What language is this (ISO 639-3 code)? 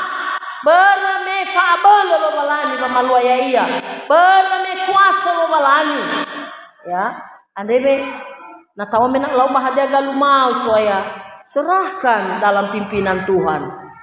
nia